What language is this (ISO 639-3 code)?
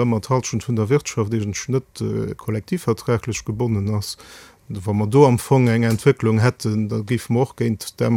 ltz